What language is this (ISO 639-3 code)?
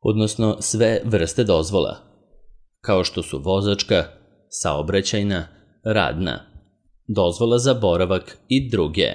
srp